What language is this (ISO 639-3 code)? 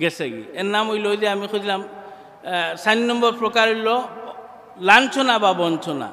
syl